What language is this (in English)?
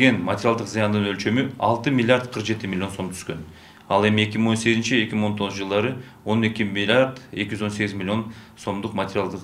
Kyrgyz